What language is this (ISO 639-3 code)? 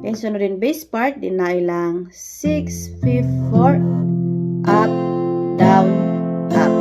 kne